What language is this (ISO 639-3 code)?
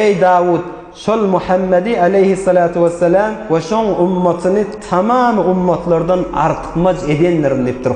tuk